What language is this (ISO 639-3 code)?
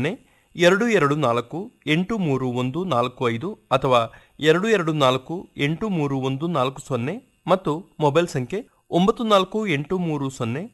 kan